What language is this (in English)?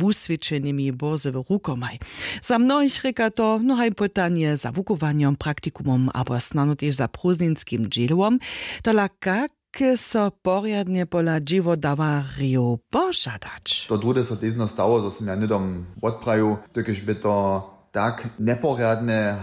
Upper Sorbian